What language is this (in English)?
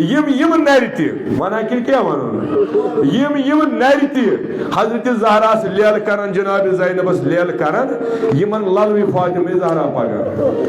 Kashmiri